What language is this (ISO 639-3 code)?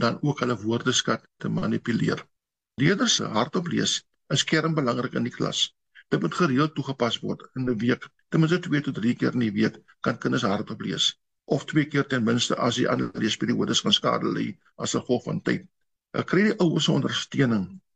afr